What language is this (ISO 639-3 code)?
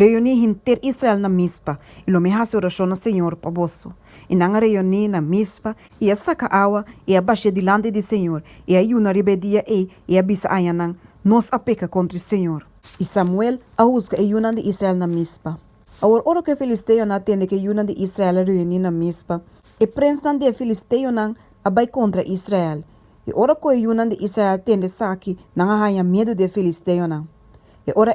pap